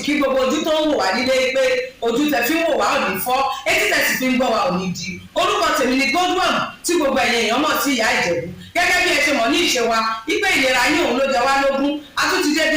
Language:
Yoruba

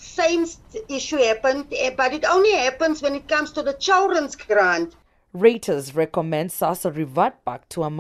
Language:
English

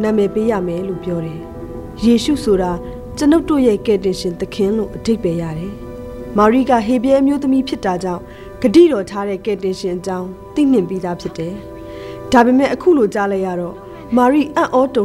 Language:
Burmese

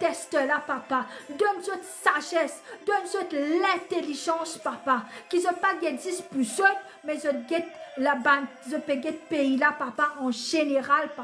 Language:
Morisyen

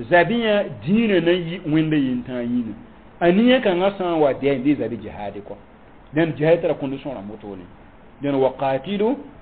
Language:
Mossi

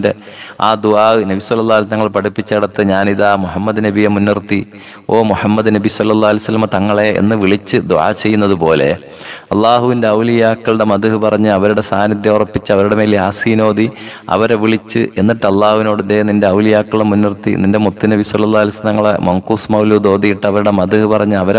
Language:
Malayalam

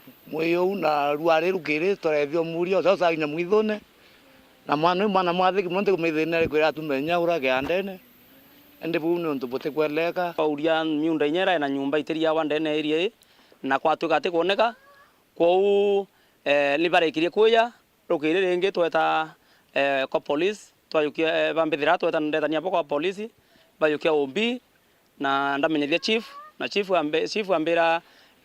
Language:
Meru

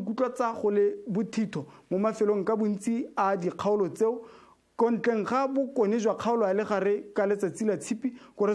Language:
Tswana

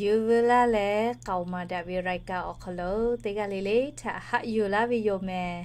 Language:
Lahu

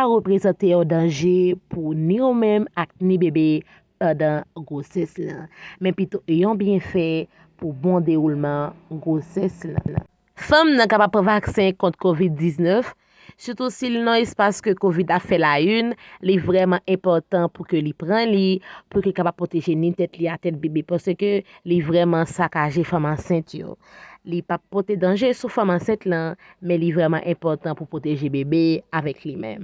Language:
Haitian Creole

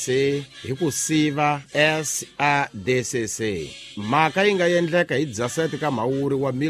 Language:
Tsonga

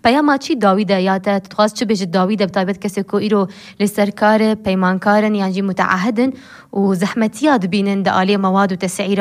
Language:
Kurdish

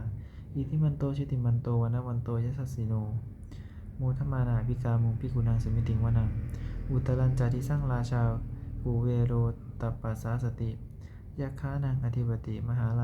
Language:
Pali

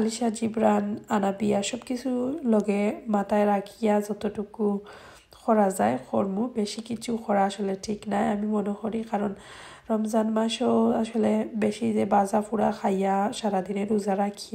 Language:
Sylheti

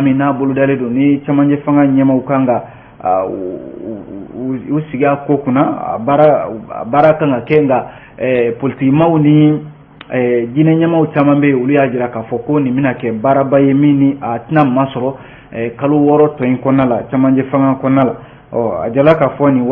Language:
Bambara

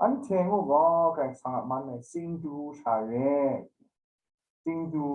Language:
Kachin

